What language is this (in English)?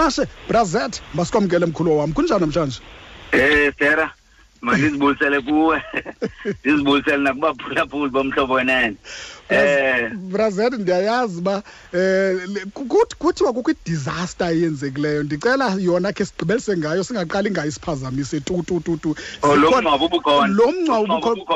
Xhosa